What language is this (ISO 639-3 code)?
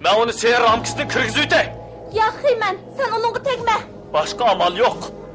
uig